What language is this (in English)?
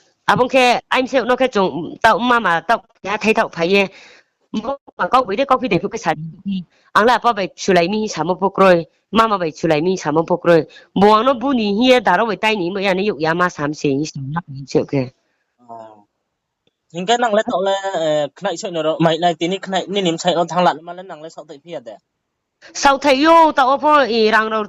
Riang (India)